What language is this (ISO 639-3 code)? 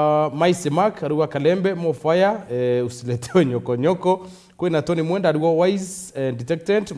mer